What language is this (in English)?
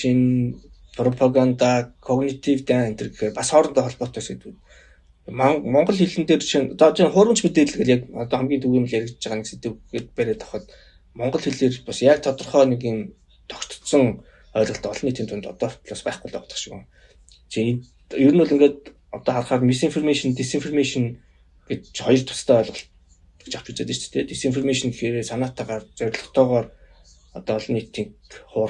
Mongolian